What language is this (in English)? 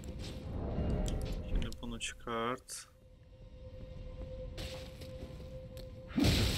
Turkish